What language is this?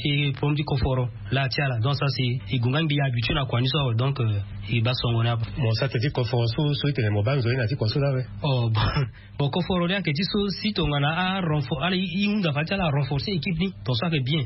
Sango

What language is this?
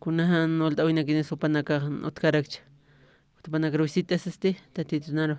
Aymara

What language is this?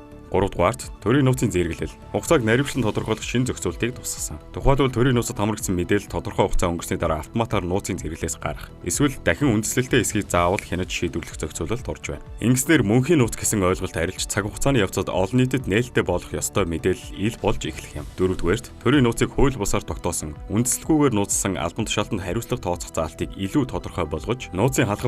Mongolian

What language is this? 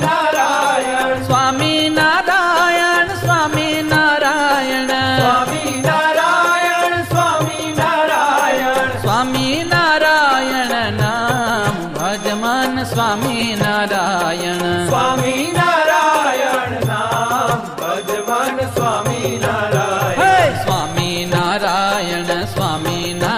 Gujarati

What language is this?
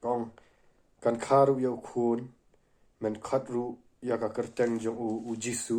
Khasi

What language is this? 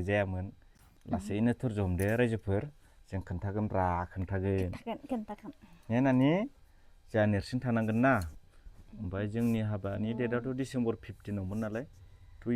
Bodo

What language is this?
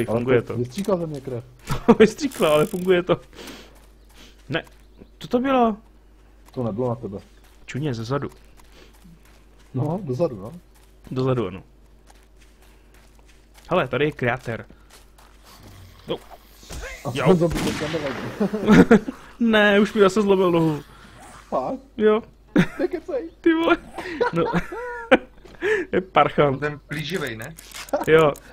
Czech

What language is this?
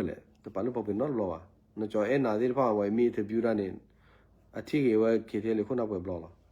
S'gaw Karen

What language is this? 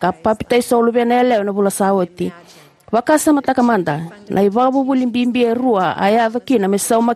Fijian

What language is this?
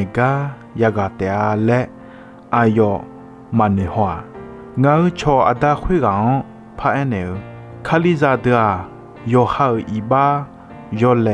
Akha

